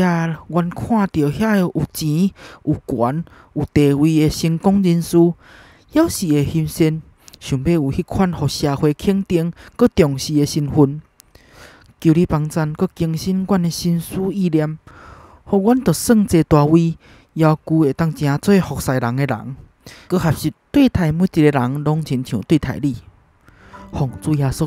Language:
Min Nan Chinese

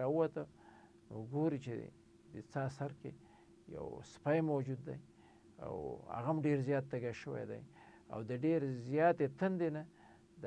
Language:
Pashto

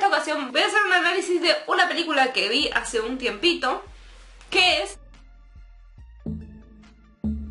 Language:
Spanish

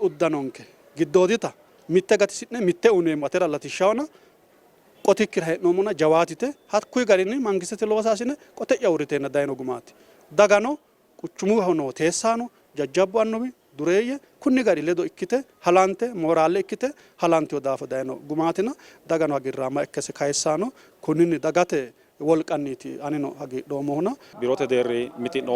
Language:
Sidamo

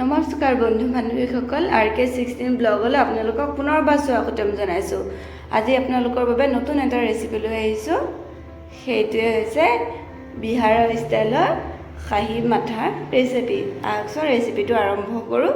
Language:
Assamese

